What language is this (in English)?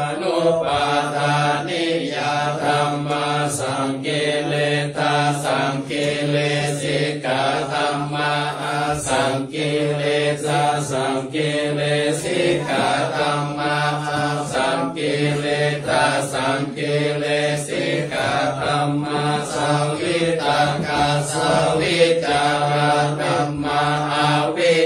Pali